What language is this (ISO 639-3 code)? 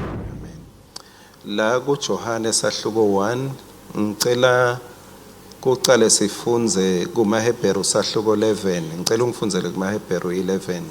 ssw